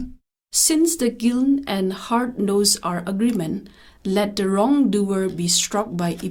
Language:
Tangkhul Naga (India)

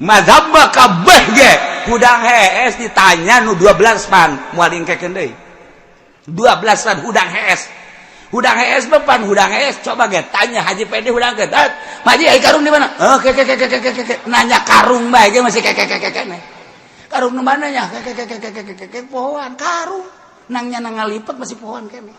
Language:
Sundanese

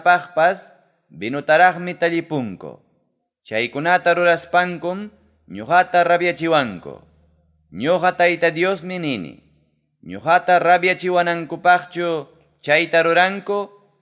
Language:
Ayacucho Quechua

